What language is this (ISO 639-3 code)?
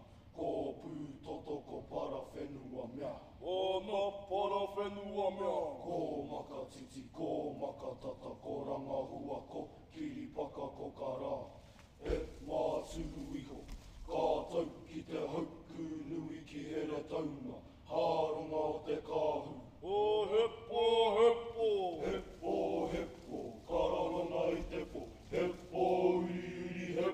mri